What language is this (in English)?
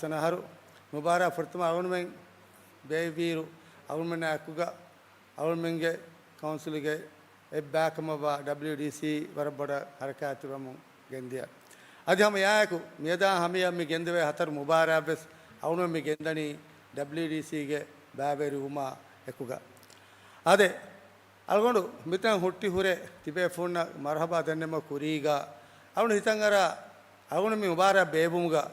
Divehi